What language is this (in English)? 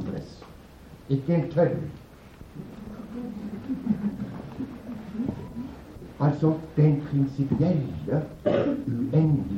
Norwegian